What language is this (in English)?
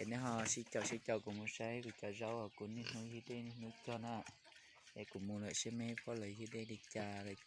Hmong